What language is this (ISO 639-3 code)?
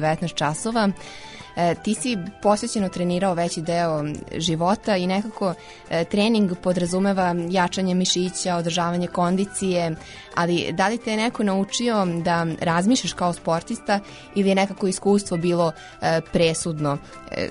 srp